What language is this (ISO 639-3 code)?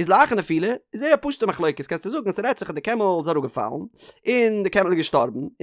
yid